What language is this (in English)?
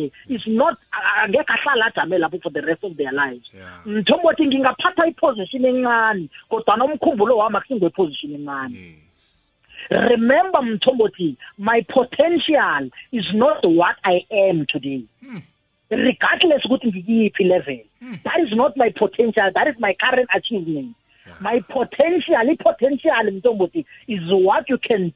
South Ndebele